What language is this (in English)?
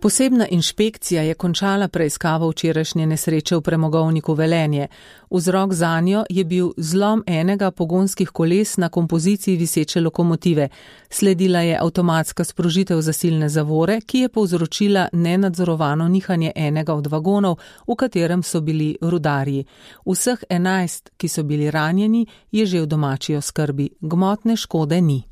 Slovenian